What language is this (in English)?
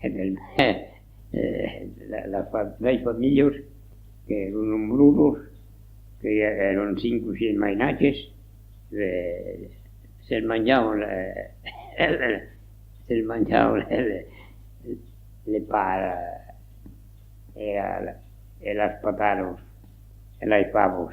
Occitan